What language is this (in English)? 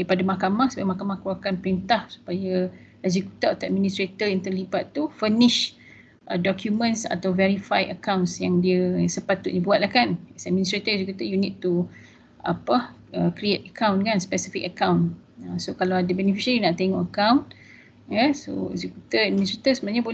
Malay